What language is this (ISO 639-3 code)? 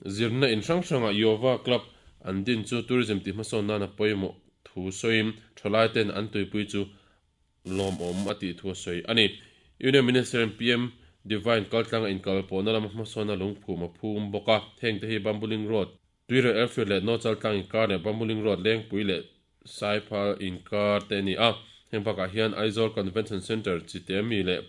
lus